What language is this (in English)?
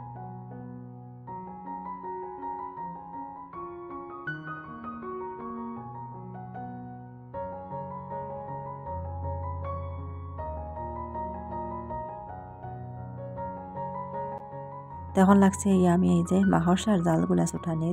Bangla